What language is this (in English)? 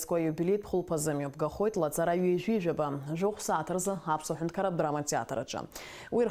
Abkhazian